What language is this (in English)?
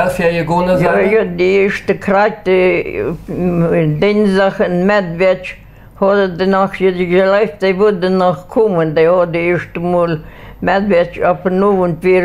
Plautdietsch